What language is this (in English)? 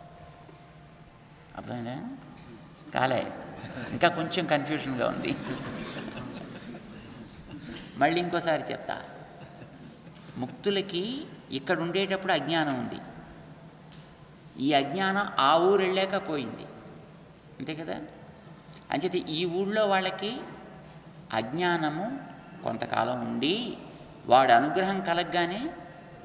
Telugu